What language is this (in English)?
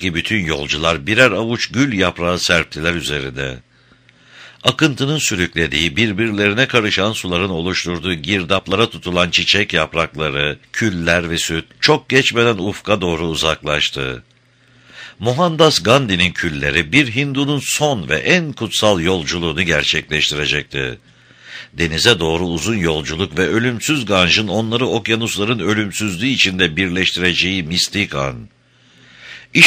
Turkish